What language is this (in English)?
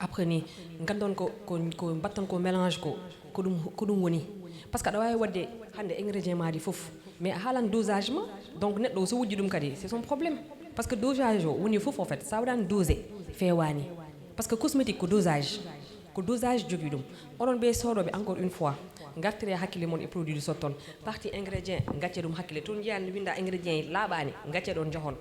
Fula